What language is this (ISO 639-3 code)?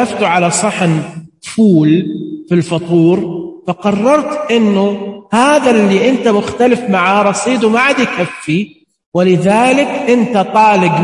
ars